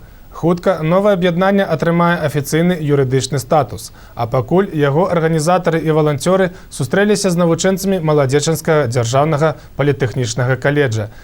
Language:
Belarusian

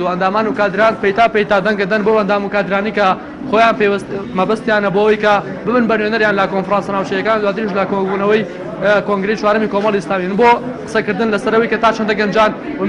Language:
Central Kurdish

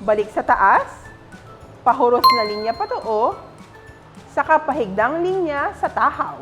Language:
Bikol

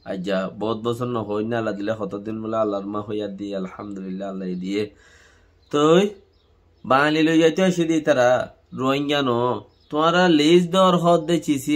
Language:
Rohingya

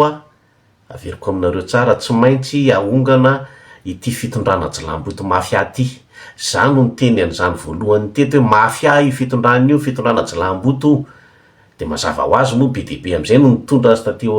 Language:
Malagasy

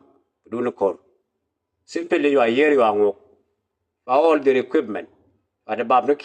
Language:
Nuer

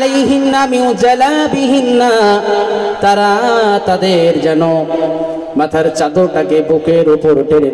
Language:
Bangla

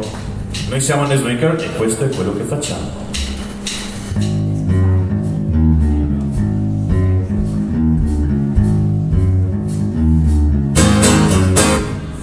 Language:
Italian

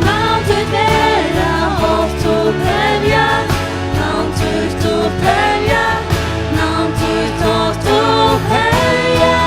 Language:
Faroese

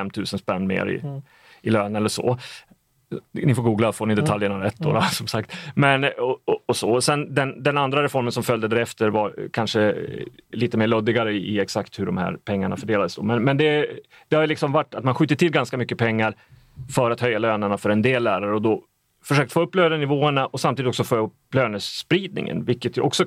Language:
Swedish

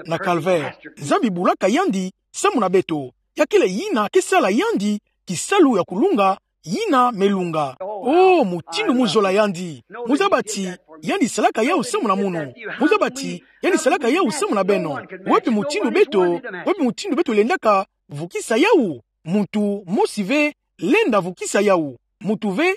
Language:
Kituba (Democratic Republic of Congo)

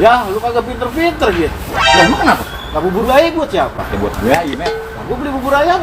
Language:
Betawi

